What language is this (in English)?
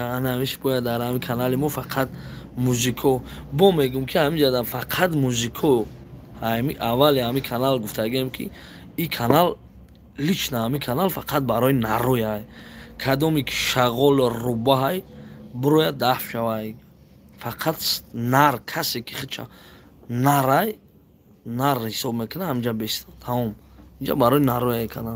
Tajik